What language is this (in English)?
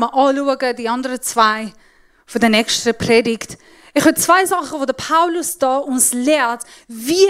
Swiss German